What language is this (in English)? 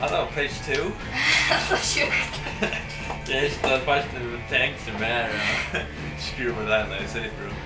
Faroese